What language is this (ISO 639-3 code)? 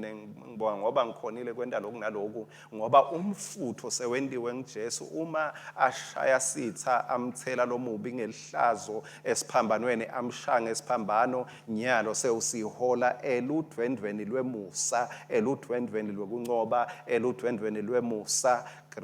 ssw